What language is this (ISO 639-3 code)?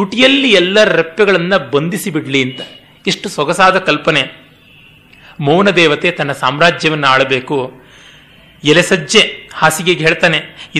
kan